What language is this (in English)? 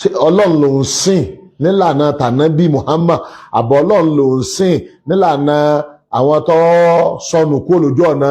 Yoruba